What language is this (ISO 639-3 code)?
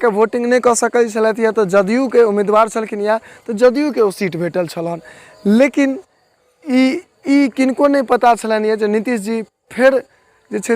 mai